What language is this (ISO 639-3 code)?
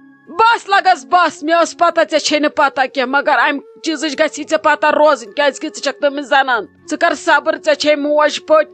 kas